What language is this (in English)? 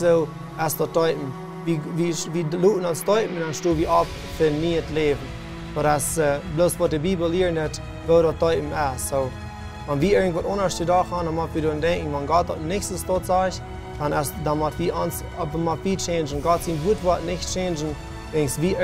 Plautdietsch